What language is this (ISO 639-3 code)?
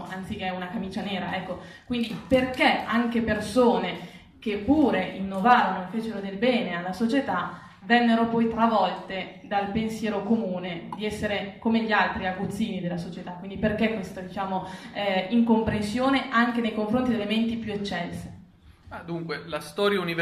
ita